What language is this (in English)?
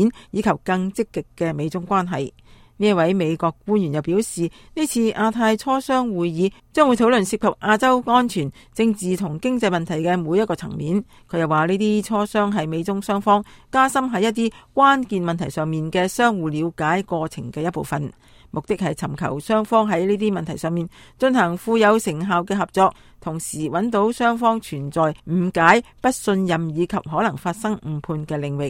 Cantonese